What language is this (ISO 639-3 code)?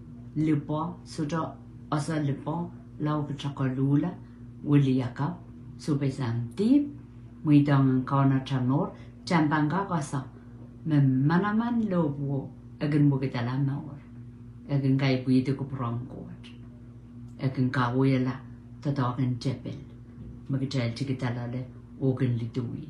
pon